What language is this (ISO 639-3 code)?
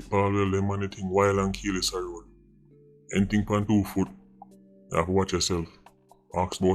jam